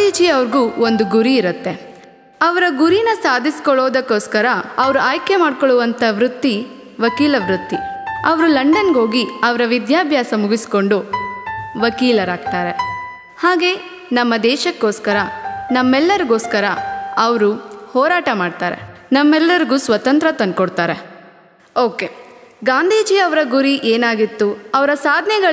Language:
Kannada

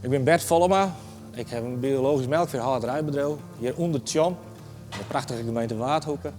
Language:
Western Frisian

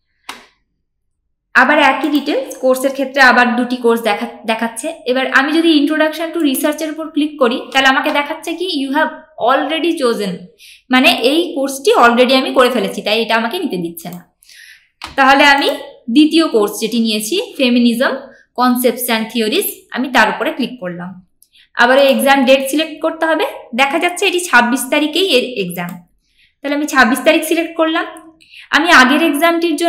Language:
Bangla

